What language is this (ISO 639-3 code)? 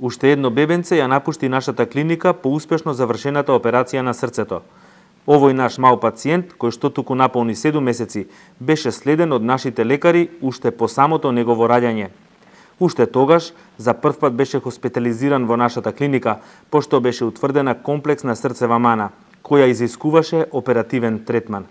mkd